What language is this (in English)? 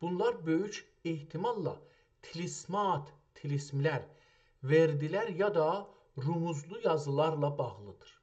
South Azerbaijani